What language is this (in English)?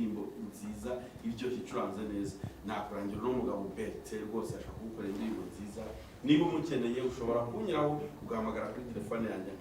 Kinyarwanda